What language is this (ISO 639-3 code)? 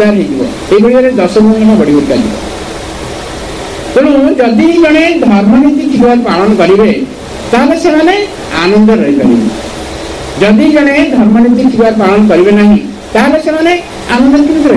ori